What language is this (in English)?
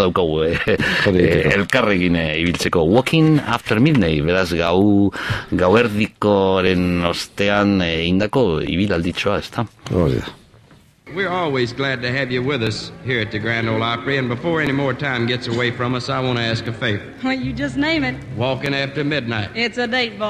Basque